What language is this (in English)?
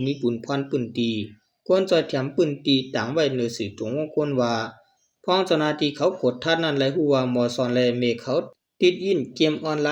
Shan